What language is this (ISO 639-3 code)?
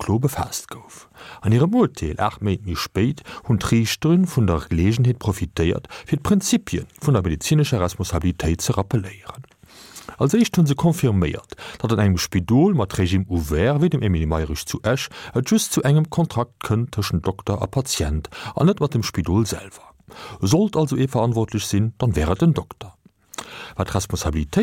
ltz